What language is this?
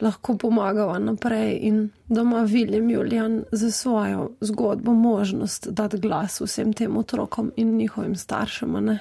Slovenian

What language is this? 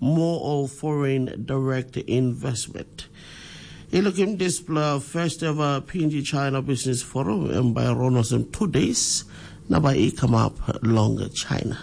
Tok Pisin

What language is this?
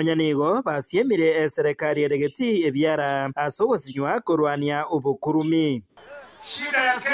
Gusii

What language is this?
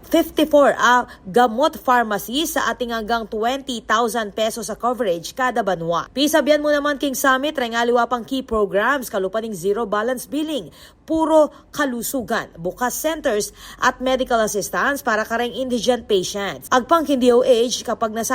Pampanga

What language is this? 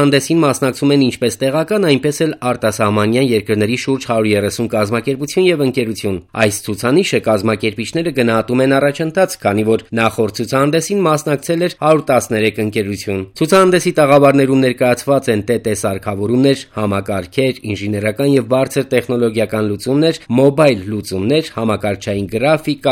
Armenian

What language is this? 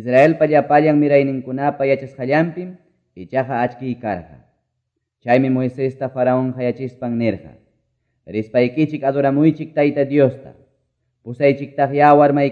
Quechua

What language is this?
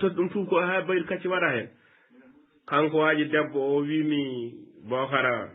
Fula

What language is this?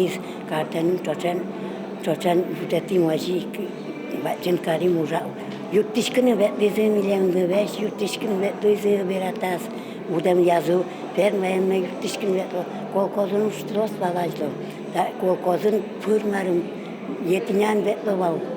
Udmurt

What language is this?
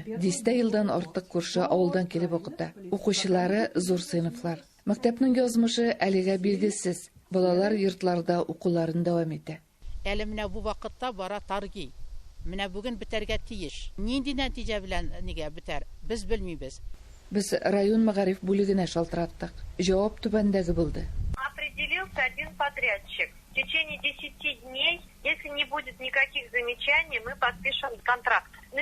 Tatar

